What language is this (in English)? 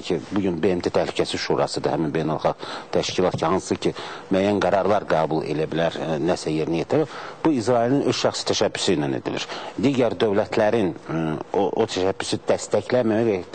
Azerbaijani